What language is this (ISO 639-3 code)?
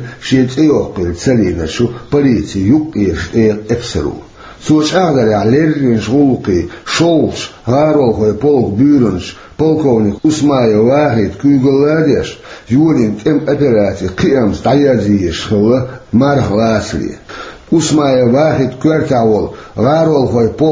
che